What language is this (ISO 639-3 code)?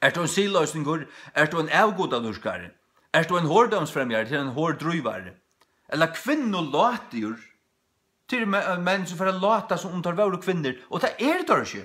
fao